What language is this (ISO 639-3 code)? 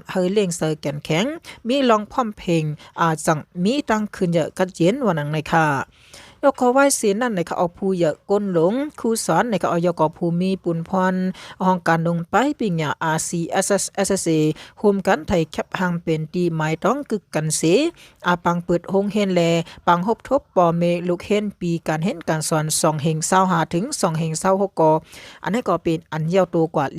shn